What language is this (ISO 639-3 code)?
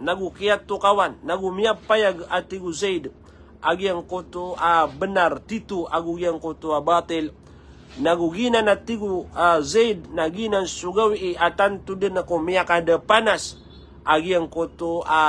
mrw